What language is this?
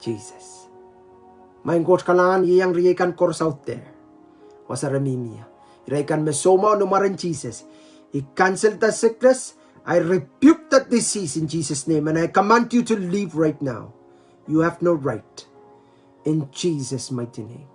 Pohnpeian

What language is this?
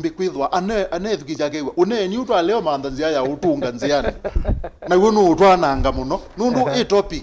Kamba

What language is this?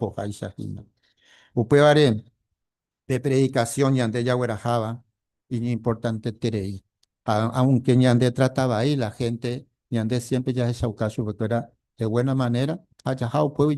Guarani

